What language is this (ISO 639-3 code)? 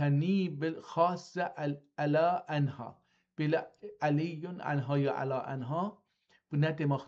azb